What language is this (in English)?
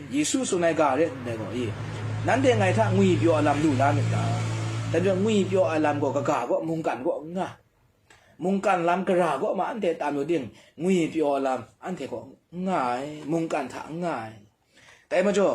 Kachin